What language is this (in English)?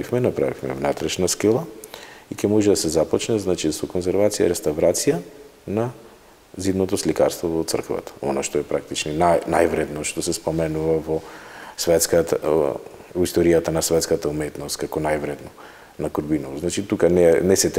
Macedonian